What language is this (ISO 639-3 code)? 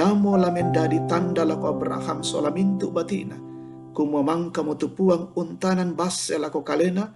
sda